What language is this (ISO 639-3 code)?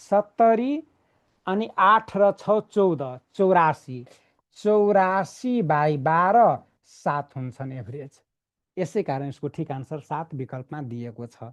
nep